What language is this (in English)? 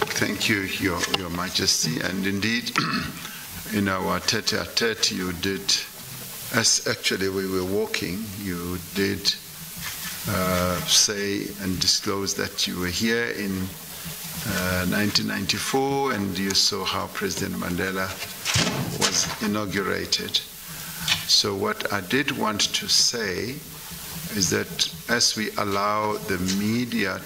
English